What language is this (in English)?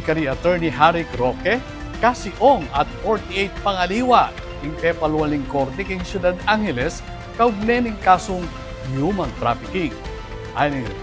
Pampanga